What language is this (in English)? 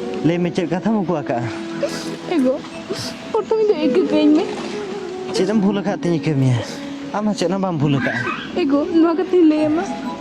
Santali